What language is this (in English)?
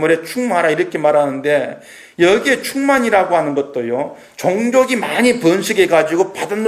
Korean